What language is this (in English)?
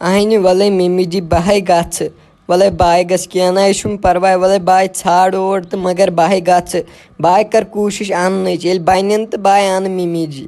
Kashmiri